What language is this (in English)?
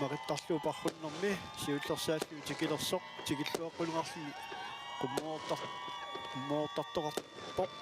Kalaallisut